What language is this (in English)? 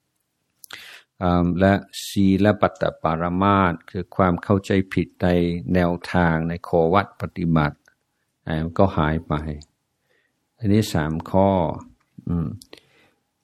Thai